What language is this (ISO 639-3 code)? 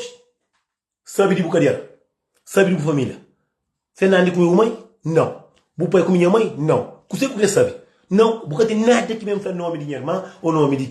kea